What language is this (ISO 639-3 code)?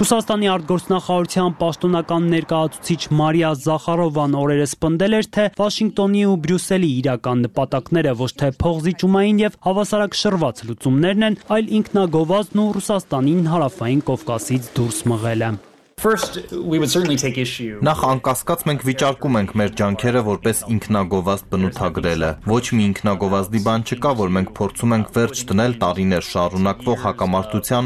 hye